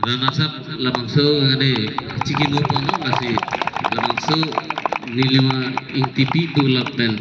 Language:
Karbi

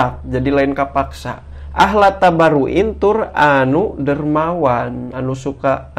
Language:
Sundanese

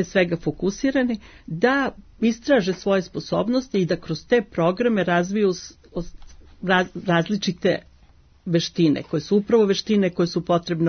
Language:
Serbian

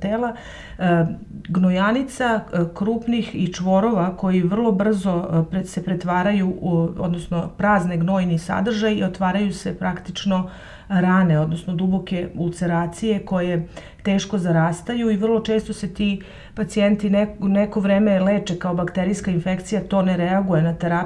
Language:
Serbian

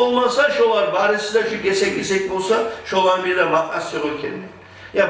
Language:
Kumyk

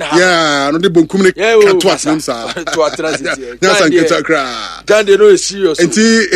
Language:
Akan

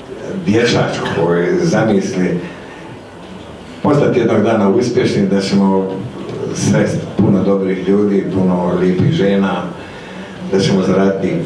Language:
Croatian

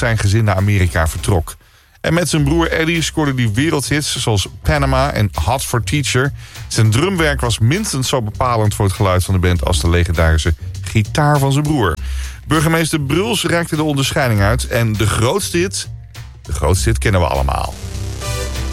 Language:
Dutch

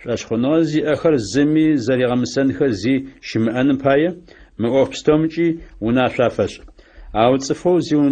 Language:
Adyghe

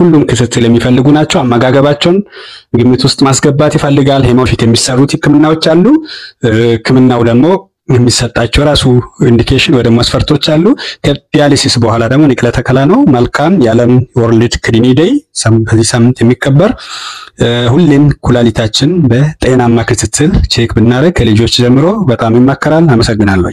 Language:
Amharic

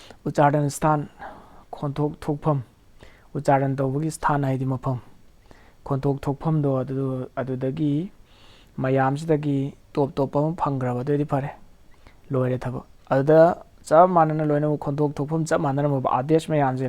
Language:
Manipuri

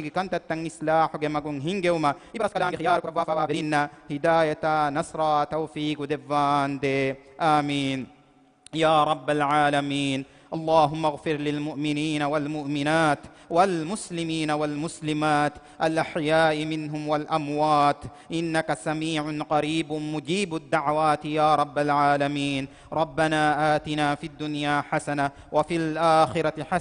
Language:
Divehi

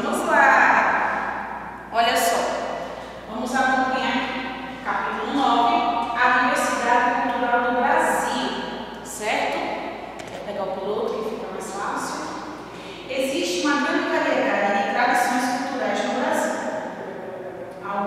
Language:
Portuguese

